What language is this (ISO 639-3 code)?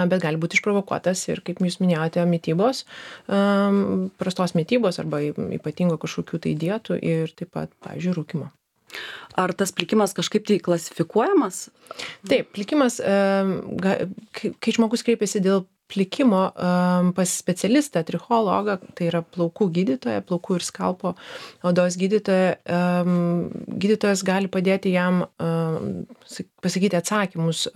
lit